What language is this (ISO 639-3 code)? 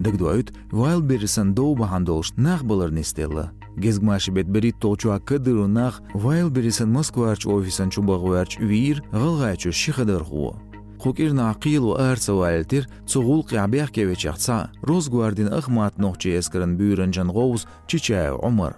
che